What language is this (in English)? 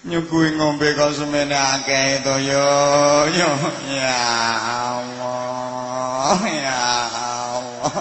Javanese